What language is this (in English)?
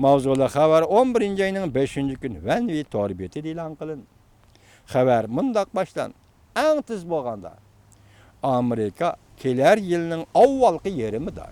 Uyghur